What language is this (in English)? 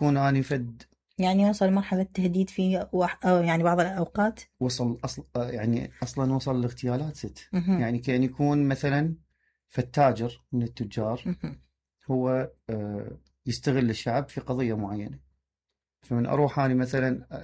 Mesopotamian Arabic